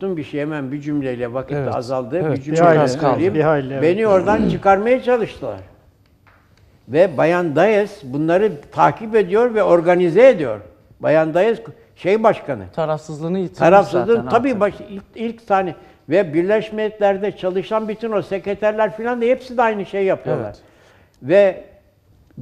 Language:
Turkish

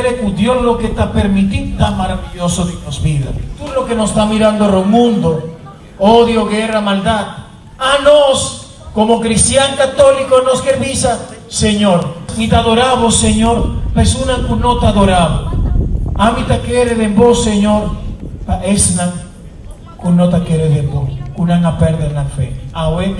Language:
Papiamento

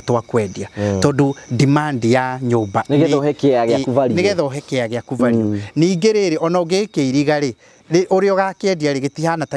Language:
Kikuyu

